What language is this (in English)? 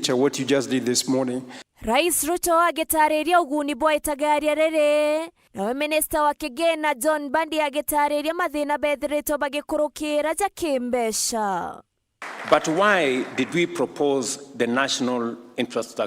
Meru